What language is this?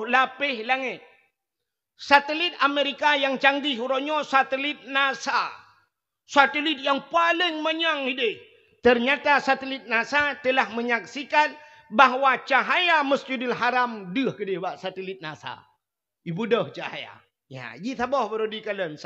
Achinese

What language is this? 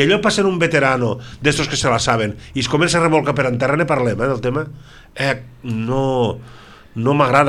Catalan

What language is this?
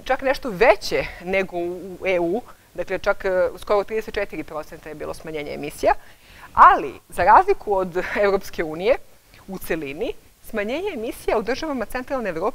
Serbian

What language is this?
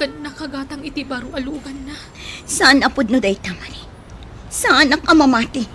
Iloko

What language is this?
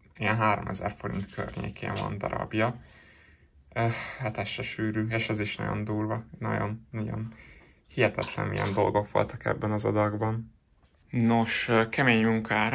Hungarian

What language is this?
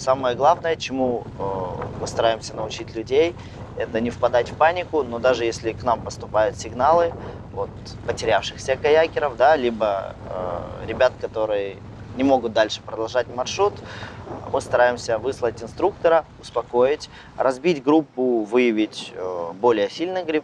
Russian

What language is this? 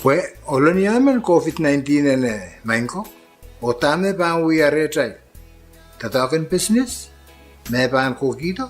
Pohnpeian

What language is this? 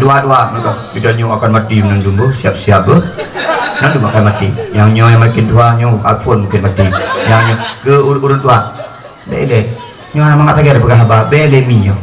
Achinese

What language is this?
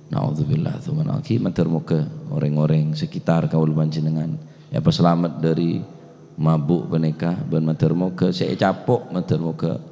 Madurese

